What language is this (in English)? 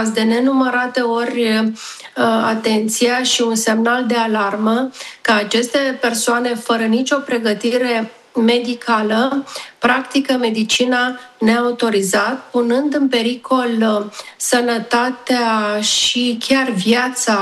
Romanian